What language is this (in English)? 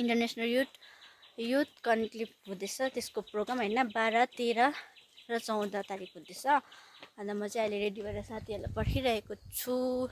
Nepali